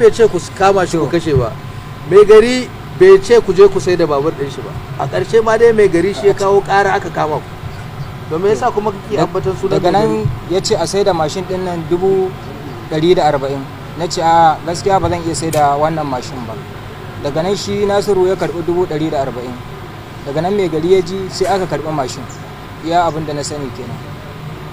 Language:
Hausa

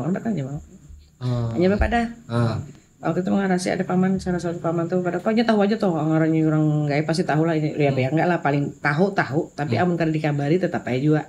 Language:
Banjar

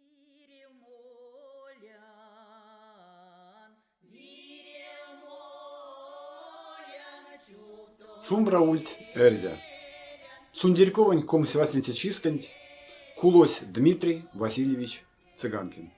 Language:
Erzya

